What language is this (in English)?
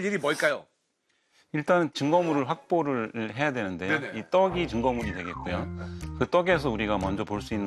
Korean